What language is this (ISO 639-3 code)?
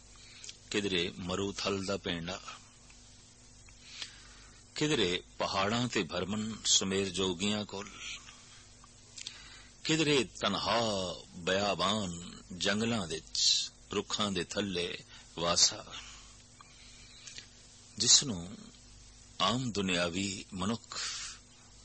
pan